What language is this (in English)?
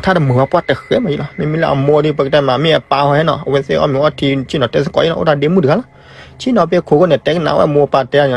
S'gaw Karen